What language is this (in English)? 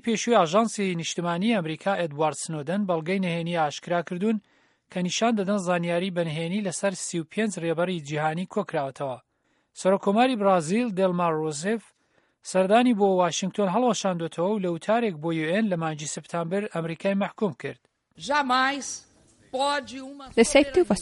Central Kurdish